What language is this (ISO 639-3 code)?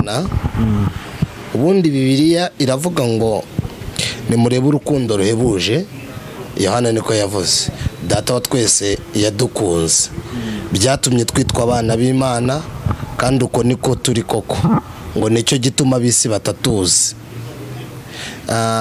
kin